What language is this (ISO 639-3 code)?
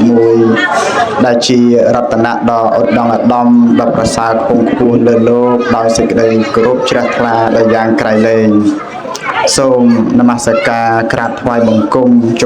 khm